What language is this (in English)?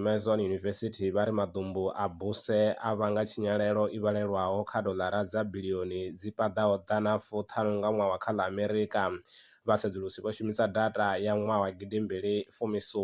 Venda